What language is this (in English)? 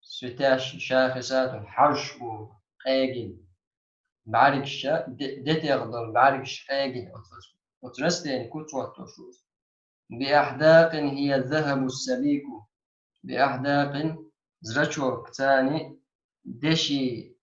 Chechen